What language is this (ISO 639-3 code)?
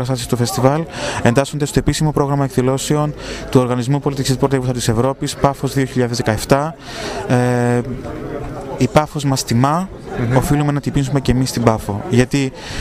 ell